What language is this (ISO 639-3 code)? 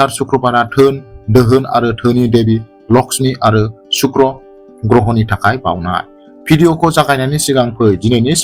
brx